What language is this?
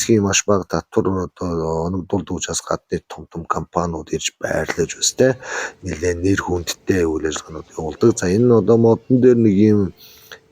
Mongolian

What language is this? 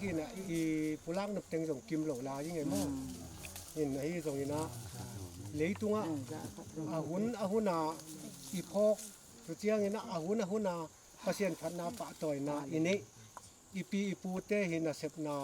Tedim Chin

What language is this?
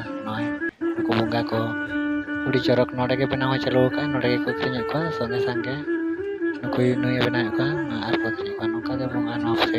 Santali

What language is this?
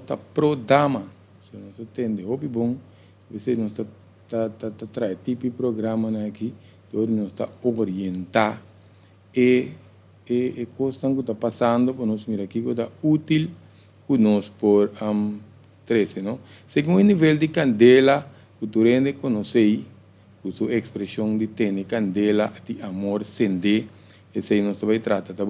Papiamento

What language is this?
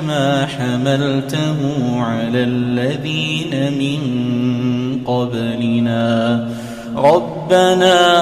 Arabic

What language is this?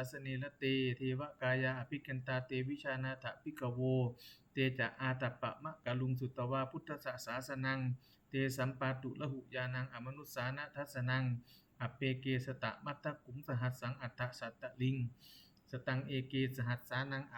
Pali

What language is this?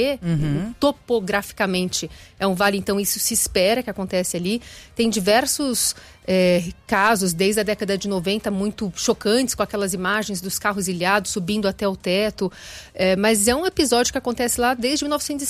Portuguese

